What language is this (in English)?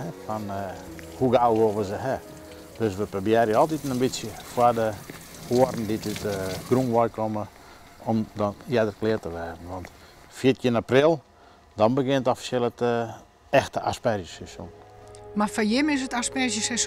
Western Frisian